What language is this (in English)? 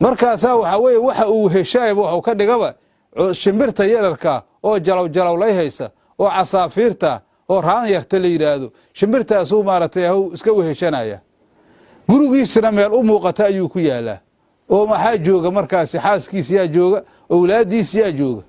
Somali